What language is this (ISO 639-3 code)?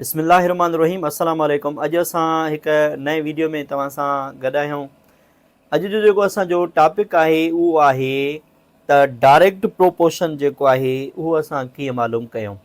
snd